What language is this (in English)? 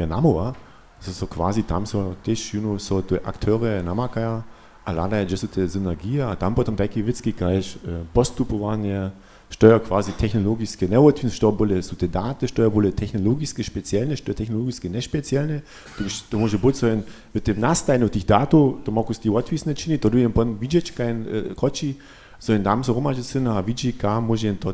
Upper Sorbian